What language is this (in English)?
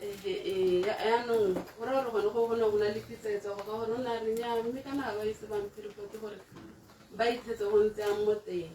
Tswana